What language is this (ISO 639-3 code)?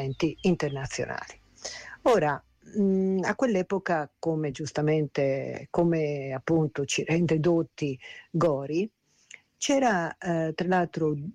ita